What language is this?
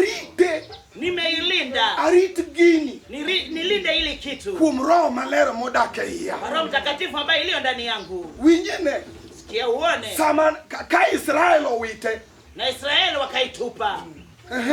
Luo (Kenya and Tanzania)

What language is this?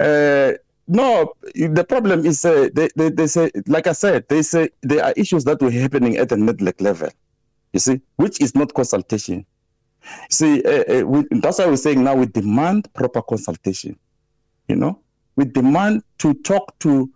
English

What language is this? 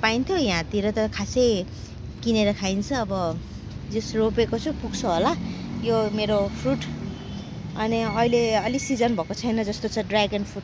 Nepali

